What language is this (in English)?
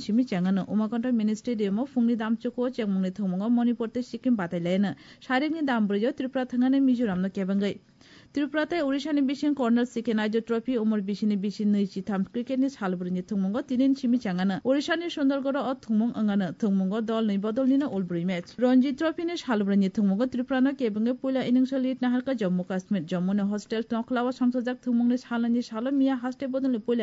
Kok Borok